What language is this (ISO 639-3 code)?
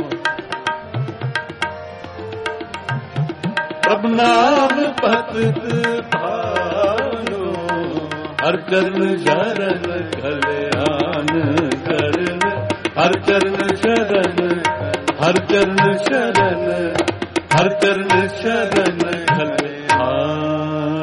pan